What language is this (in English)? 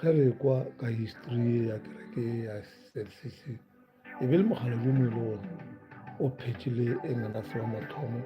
Northern Sotho